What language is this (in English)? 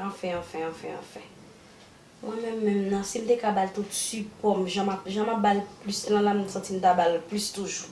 Haitian Creole